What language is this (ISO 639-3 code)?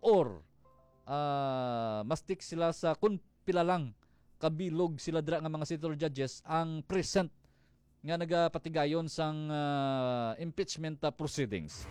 hil